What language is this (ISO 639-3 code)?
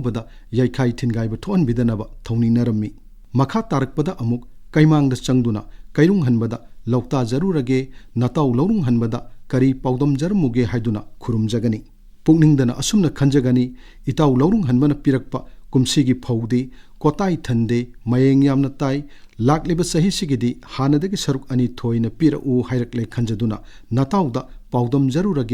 mni